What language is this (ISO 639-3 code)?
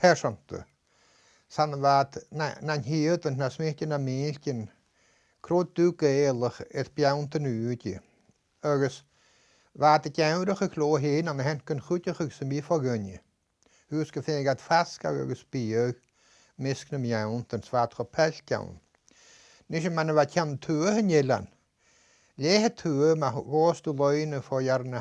gla